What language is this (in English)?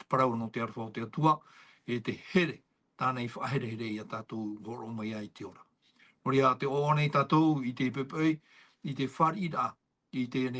Tahitian